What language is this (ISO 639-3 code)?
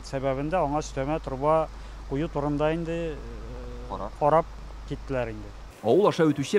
tat